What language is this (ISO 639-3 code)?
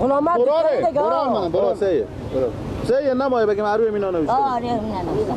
fas